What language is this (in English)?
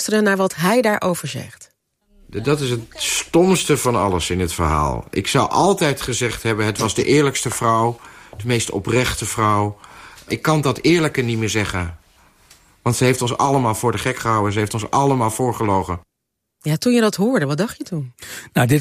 Dutch